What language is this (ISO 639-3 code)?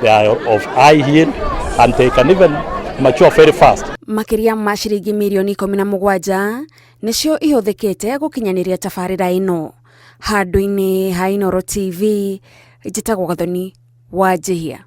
kik